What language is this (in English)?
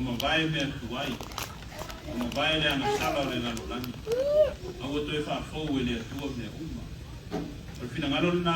Samoan